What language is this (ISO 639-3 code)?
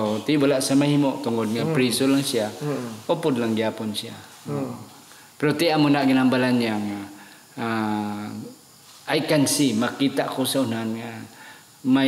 hil